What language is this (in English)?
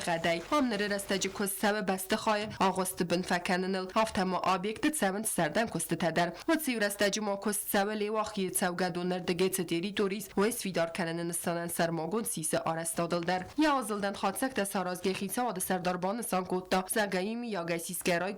Ossetic